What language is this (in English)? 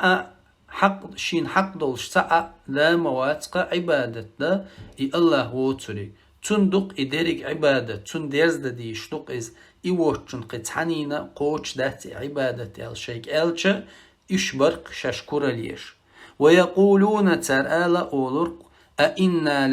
Chechen